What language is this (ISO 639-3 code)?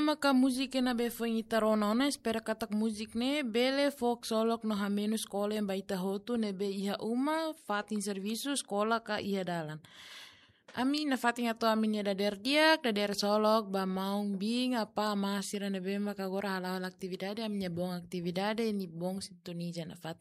tet